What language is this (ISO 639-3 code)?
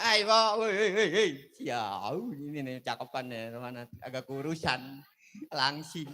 bew